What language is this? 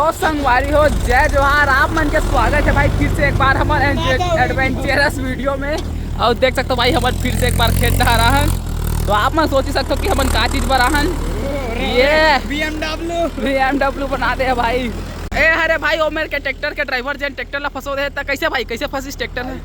Chhattisgarhi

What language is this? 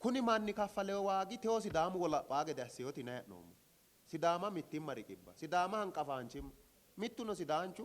Sidamo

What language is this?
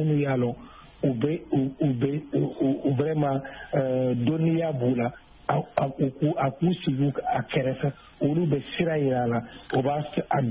Bambara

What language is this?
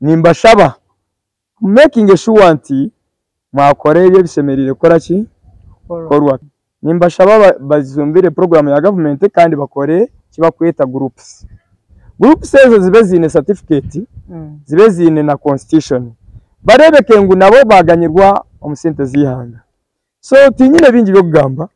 Nyankole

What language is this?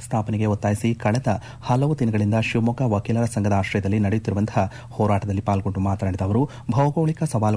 Kannada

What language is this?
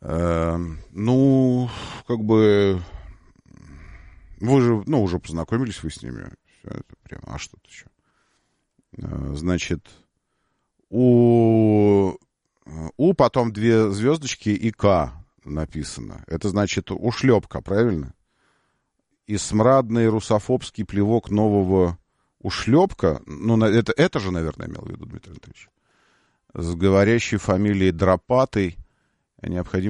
Russian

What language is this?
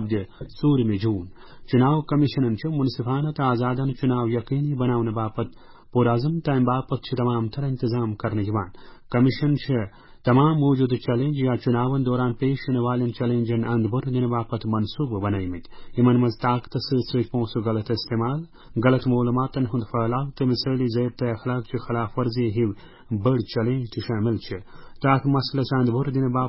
Kashmiri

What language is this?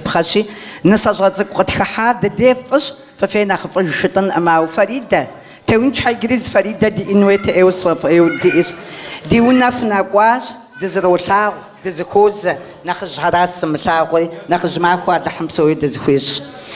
Kabardian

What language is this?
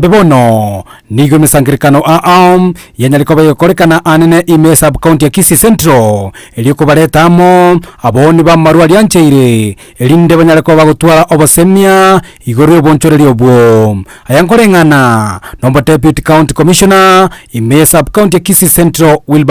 Gusii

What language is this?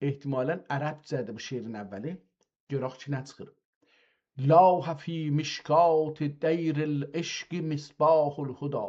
South Azerbaijani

